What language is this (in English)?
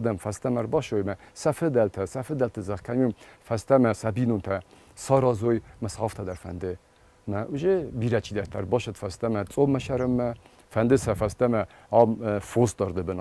Ossetic